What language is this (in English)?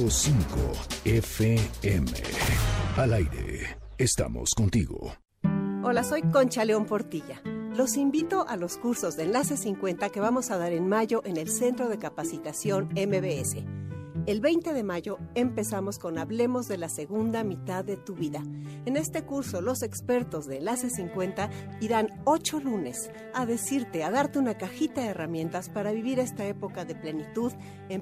Spanish